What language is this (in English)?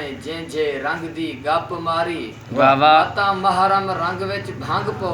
Saraiki